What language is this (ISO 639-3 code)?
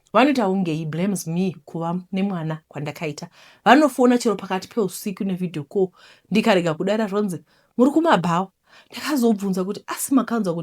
sna